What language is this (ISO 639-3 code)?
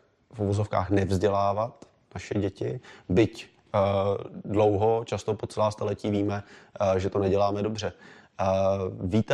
ces